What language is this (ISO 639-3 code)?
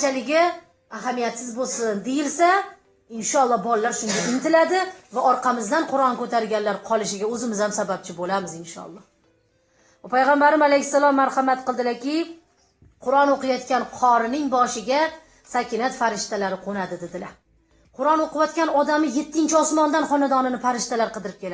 uzb